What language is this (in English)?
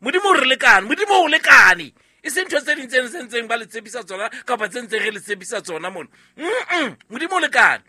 Southern Sotho